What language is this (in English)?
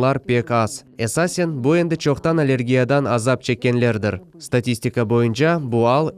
Crimean Tatar